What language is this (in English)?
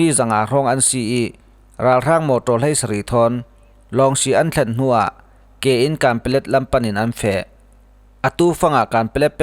Falam Chin